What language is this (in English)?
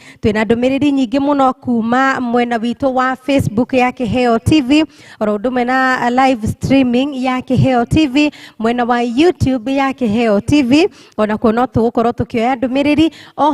Kikuyu